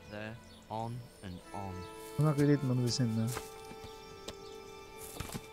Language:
Portuguese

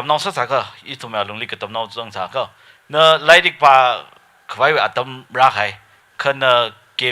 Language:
Tangkhul Naga (India)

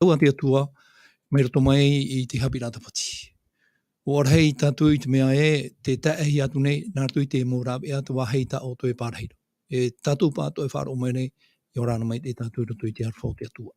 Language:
Tahitian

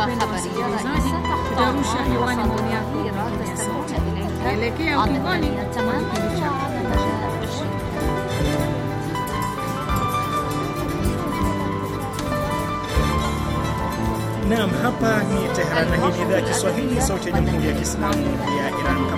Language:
Swahili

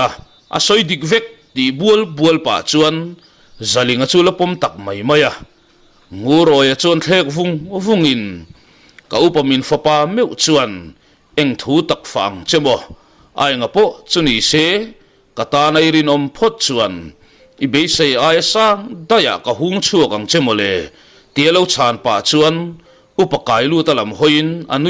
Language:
Mizo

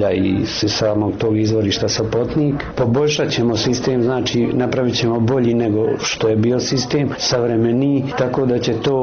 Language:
Bosnian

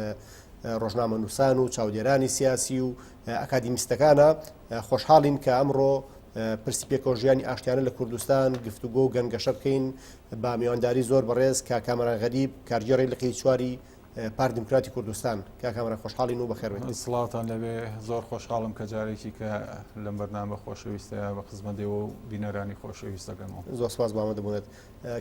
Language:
Central Kurdish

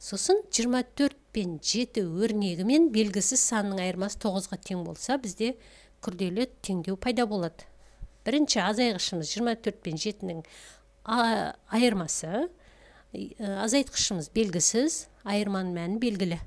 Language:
Kazakh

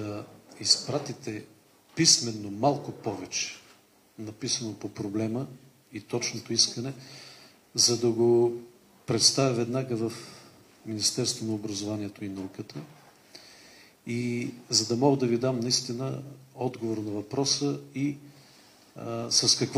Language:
Bulgarian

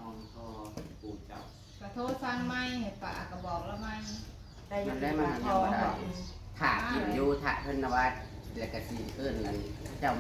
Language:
Northeastern Thai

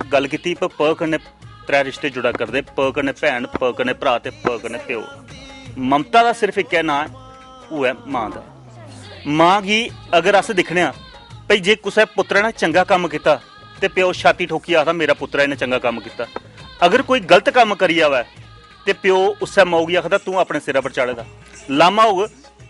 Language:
Dogri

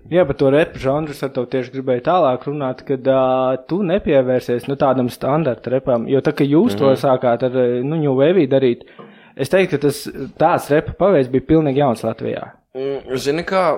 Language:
Latvian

